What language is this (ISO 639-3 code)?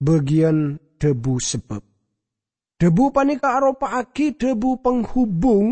mad